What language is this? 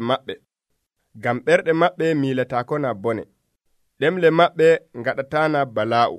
Nigerian Fulfulde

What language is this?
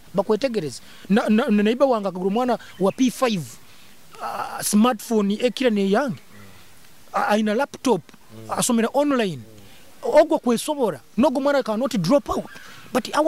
Nyoro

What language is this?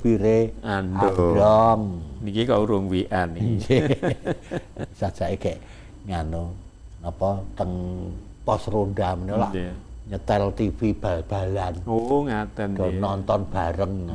Javanese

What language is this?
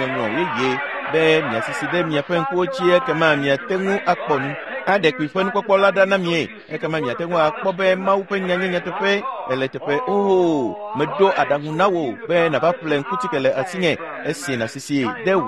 Ewe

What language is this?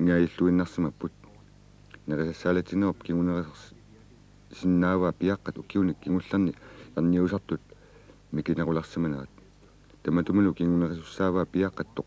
Kalaallisut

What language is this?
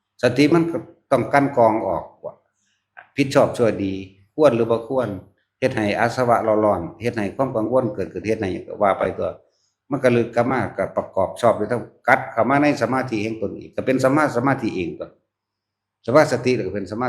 Northeastern Thai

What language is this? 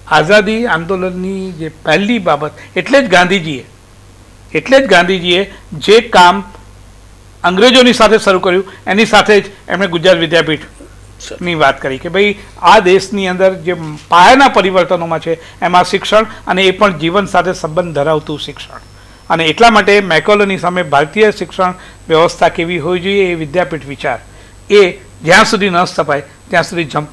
Gujarati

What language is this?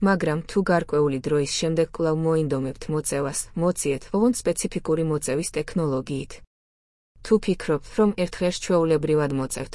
Georgian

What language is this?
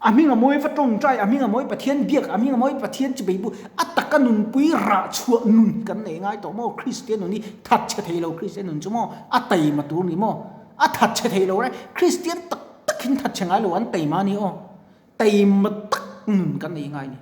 Mizo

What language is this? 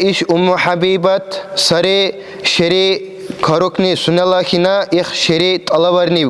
Dargwa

